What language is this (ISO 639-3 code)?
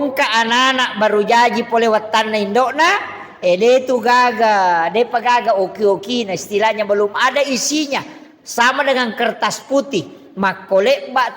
bug